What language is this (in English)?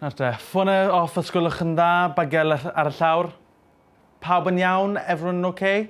Welsh